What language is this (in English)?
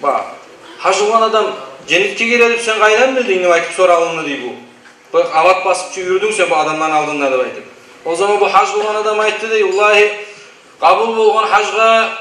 Kumyk